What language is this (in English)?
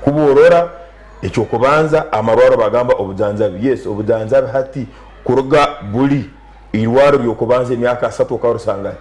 Nyankole